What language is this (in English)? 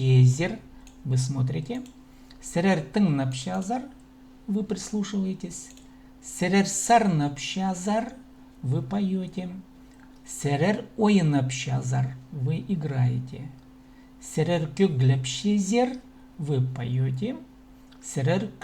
Khakas